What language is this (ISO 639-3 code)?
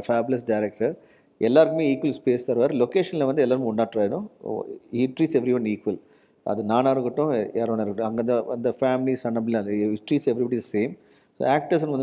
tam